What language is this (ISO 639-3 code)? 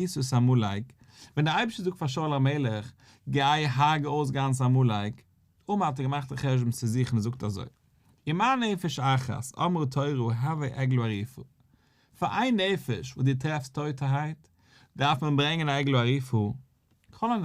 yid